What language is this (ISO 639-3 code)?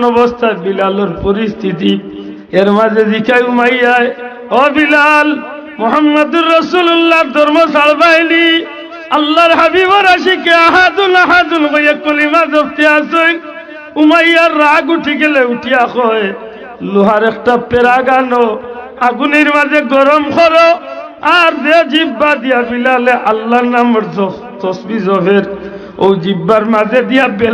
syl